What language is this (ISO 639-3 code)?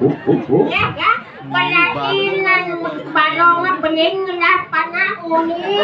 ban